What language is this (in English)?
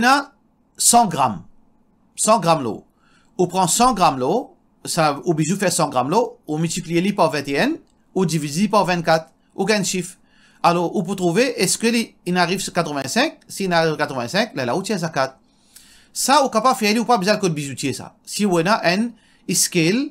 Morisyen